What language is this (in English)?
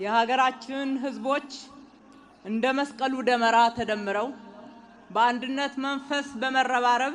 Amharic